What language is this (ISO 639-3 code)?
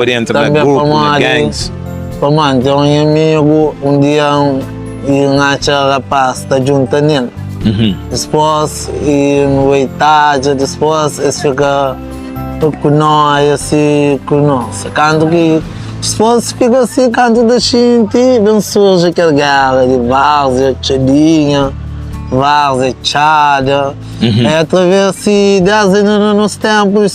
kea